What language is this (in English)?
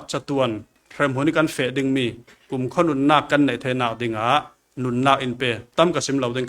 Falam Chin